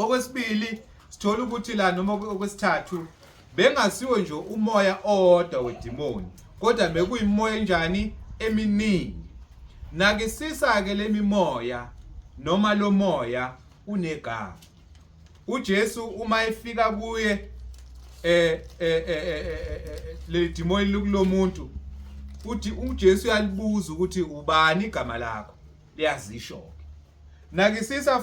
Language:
Zulu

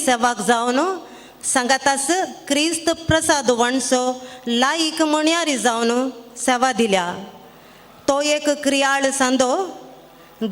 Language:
Konkani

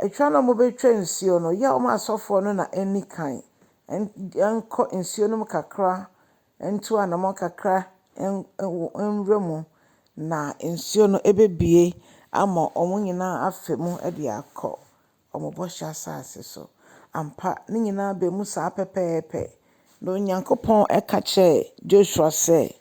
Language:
Akan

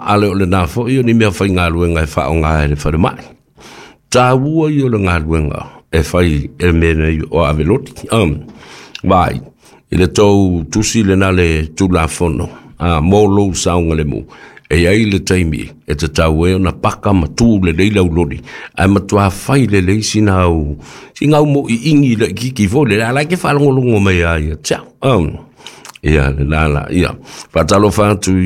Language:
Samoan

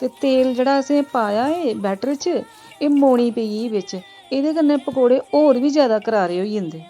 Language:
Dogri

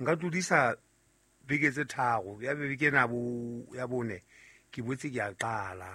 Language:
Southern Sotho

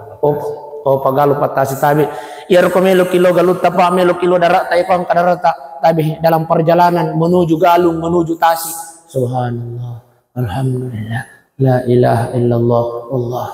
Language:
Buginese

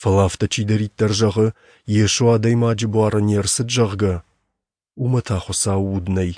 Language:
Ossetic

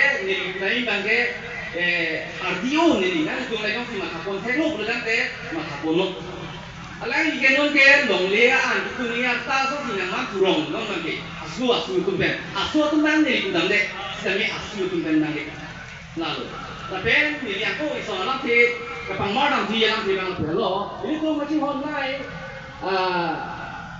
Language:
Karbi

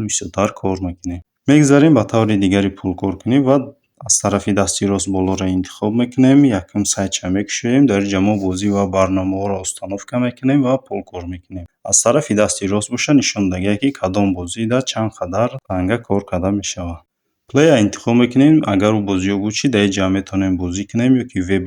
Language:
Tajik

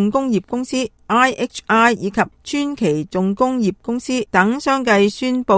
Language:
Cantonese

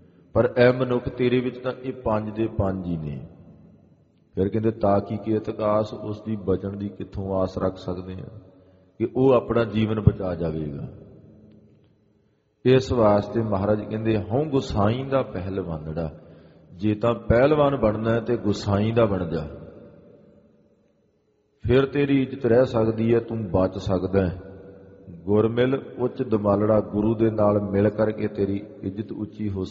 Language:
Punjabi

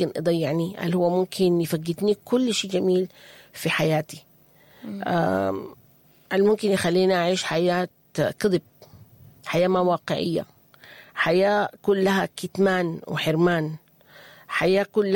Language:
Sudanese Arabic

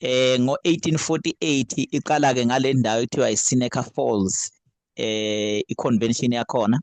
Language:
Zulu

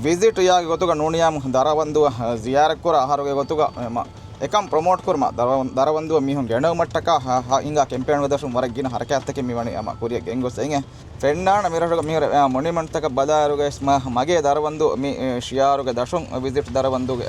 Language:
Divehi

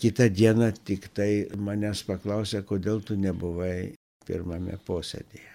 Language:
Lithuanian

